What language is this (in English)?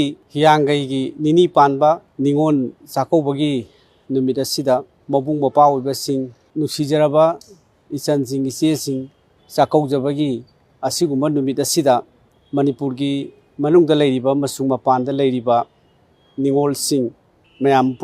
Manipuri